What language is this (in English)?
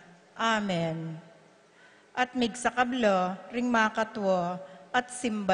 Pampanga